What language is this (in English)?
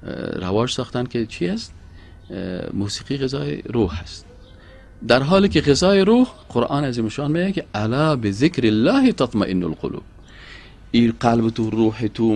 Persian